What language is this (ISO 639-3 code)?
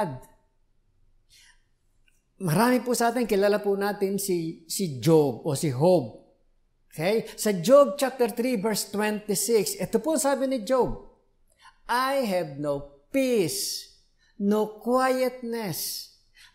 fil